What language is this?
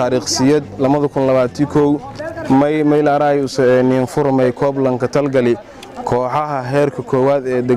Somali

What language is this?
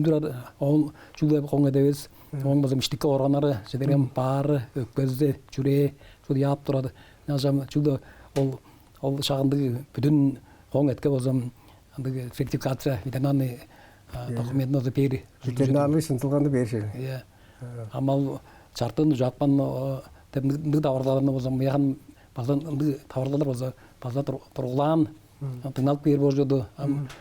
Tuvinian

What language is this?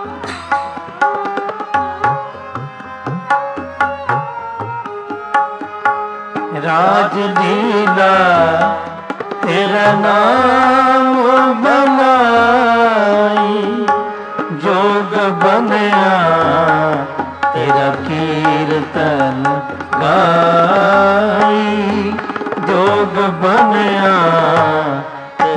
Punjabi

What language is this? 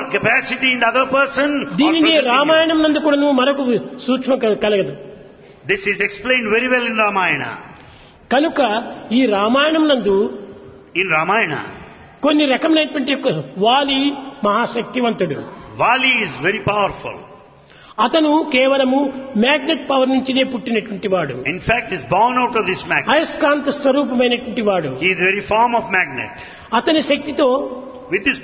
Telugu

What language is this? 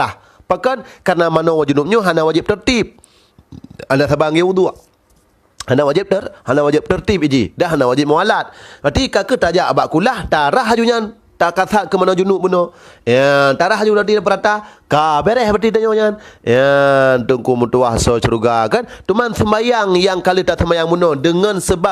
Achinese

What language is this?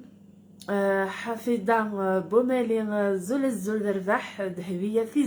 Kabyle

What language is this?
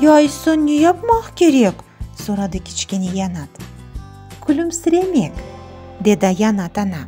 Crimean Tatar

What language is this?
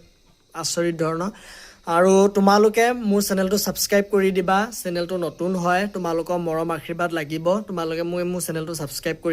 Assamese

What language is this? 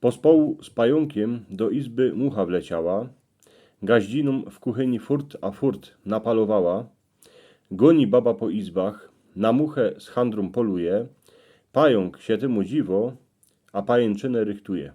Silesian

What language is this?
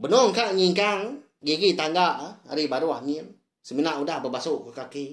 Iban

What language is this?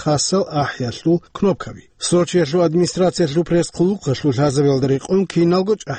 Avaric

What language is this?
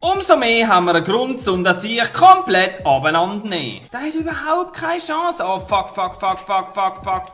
Swiss German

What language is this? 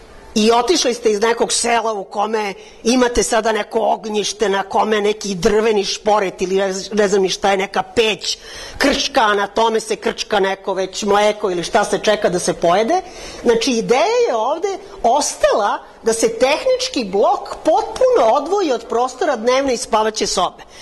Serbian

